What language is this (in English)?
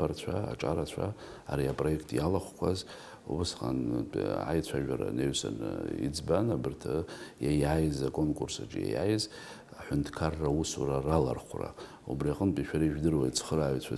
Abkhazian